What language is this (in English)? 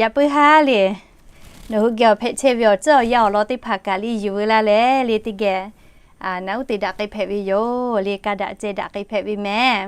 Lahu